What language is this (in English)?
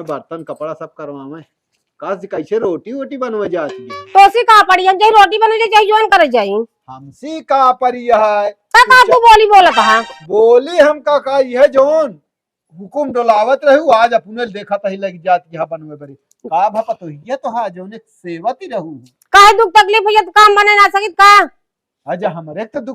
Awadhi